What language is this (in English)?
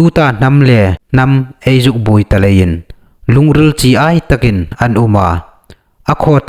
Hmar